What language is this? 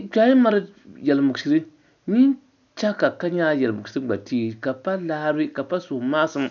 Dagbani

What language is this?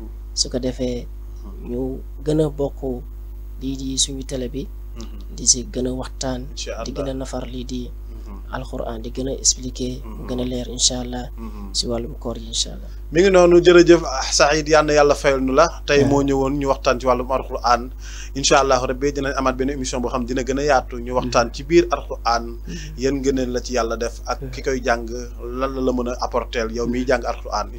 Wolof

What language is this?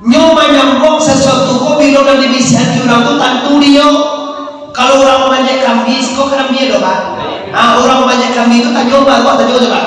Minangkabau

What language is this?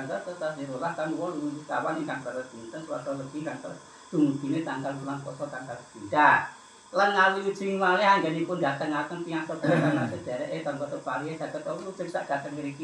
Javanese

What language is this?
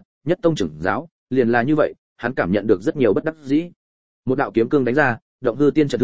Vietnamese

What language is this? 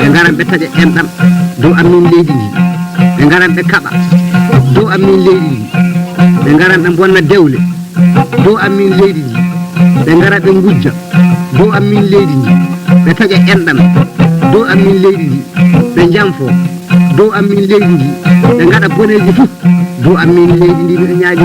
Fula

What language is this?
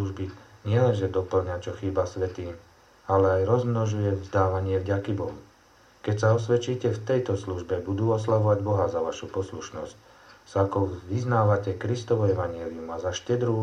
Slovak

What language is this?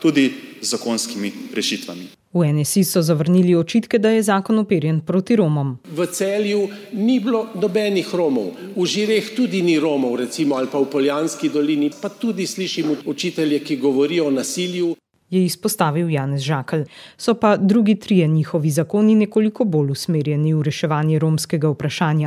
Slovenian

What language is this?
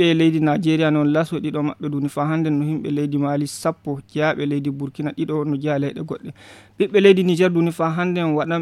Fula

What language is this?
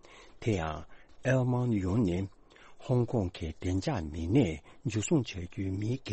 Tibetan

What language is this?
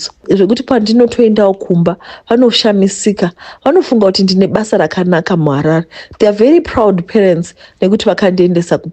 Shona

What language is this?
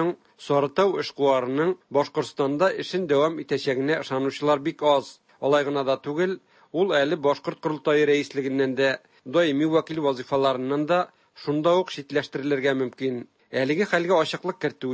Tatar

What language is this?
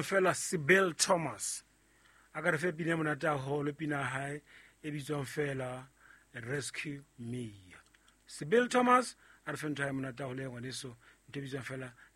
Southern Sotho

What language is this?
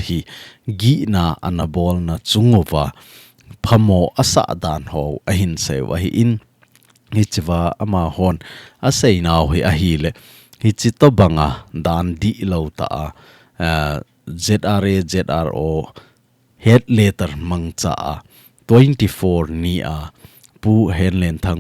Thado Chin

